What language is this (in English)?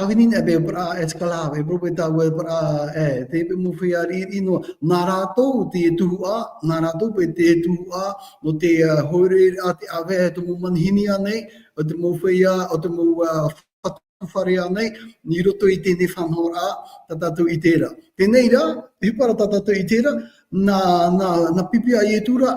Tahitian